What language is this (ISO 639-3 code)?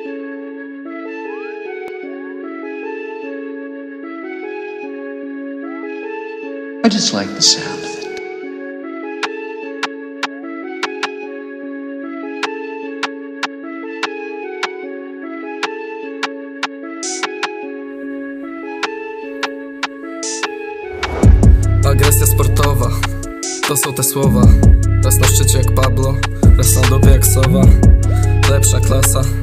pol